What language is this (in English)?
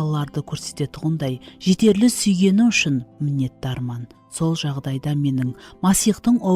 Kara-Kalpak